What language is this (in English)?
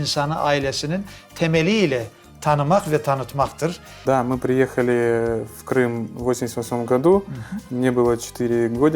Crimean Tatar